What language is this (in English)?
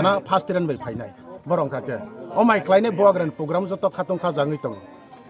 Kok Borok